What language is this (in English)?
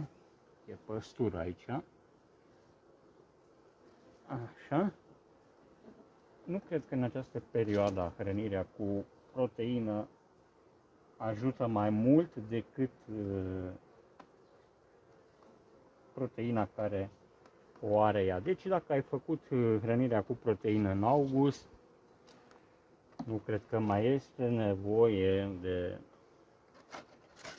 Romanian